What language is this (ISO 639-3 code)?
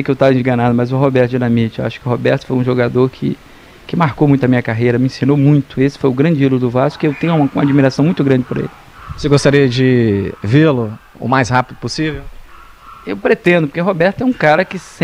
por